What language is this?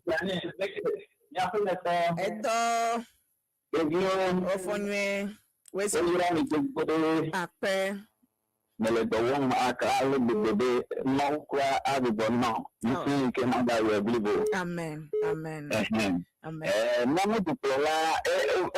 Ewe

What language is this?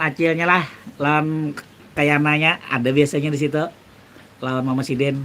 Banjar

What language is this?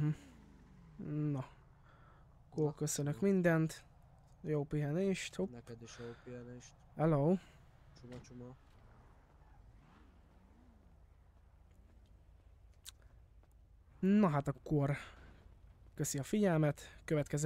Hungarian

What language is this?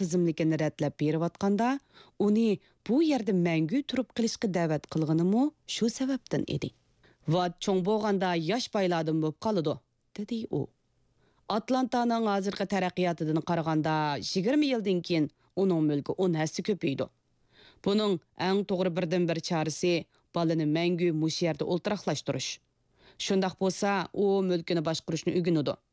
Uyghur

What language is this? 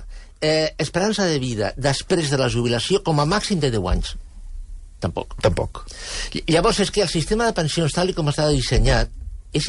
Catalan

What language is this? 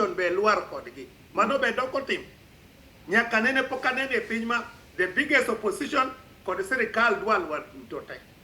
Luo (Kenya and Tanzania)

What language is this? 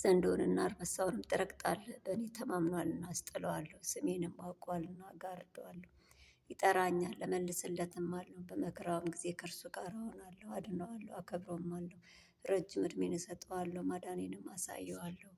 Amharic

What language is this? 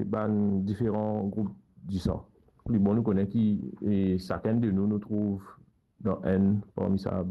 Morisyen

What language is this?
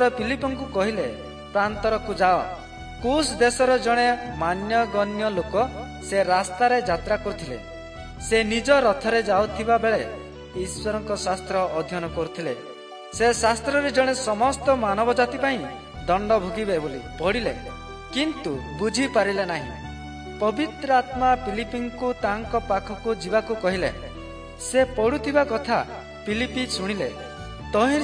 Odia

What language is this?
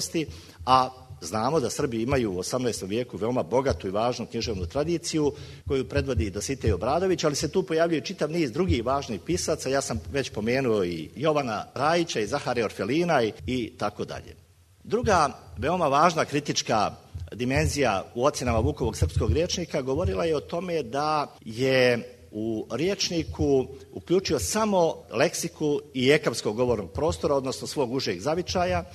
Serbian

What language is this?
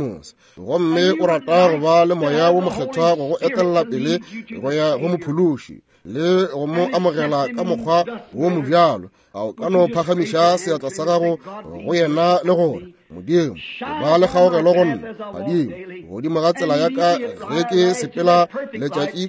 Northern Sotho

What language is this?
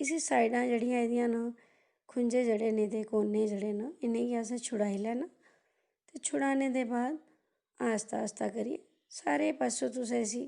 Dogri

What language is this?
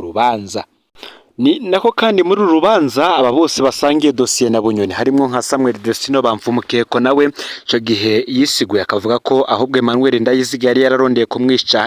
Rundi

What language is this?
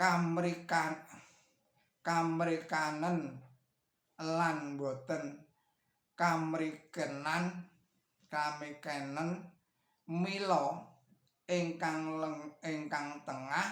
Javanese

